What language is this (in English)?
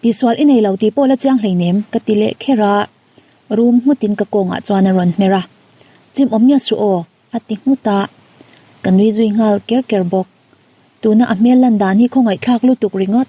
Mizo